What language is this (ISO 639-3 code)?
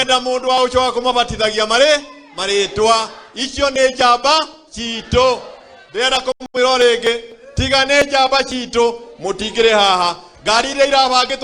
kik